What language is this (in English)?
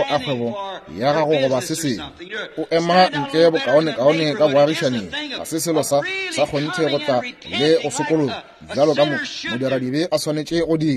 Northern Sotho